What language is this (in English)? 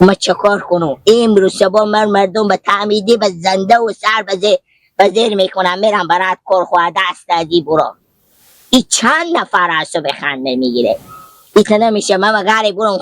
Hazaragi